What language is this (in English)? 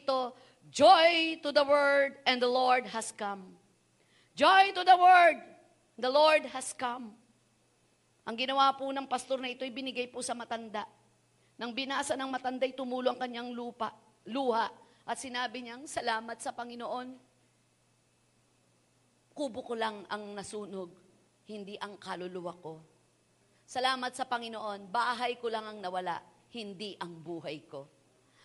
Filipino